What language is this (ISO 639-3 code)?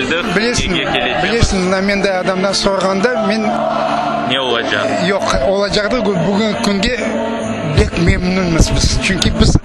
crh